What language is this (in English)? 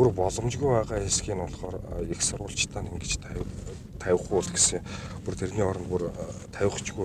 Mongolian